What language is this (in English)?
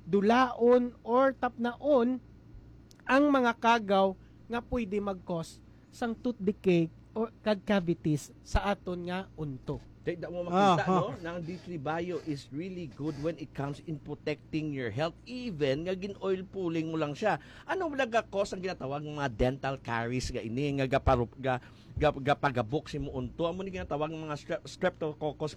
Hiligaynon